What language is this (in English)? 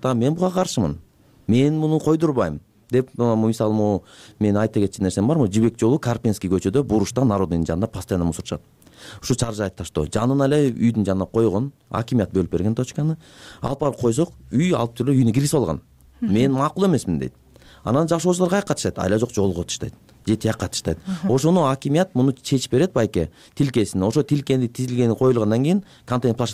Kyrgyz